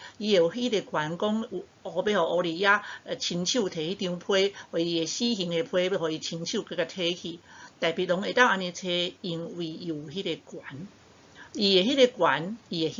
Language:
Min Nan Chinese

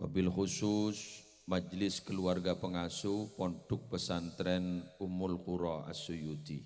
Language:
Madurese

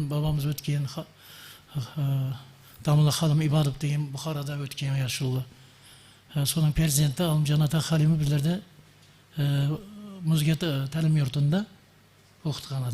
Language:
Kara-Kalpak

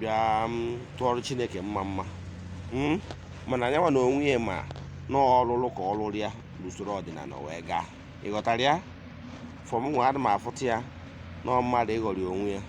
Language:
Igbo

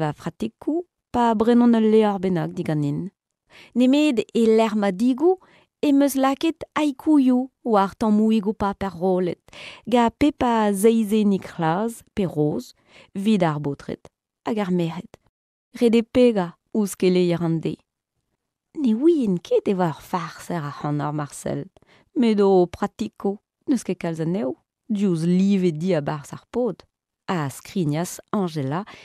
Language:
Breton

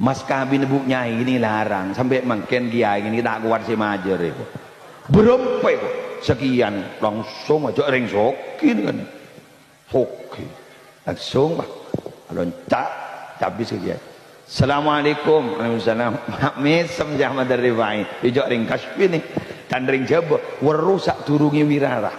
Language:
Madurese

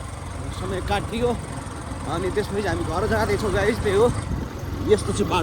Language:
Nepali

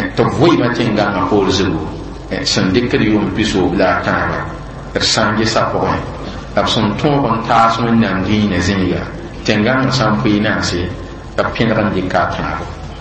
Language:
Mossi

